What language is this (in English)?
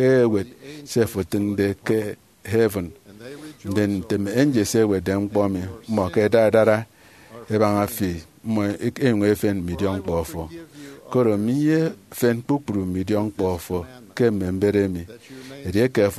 Efik